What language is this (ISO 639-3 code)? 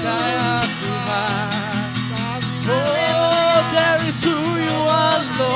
iba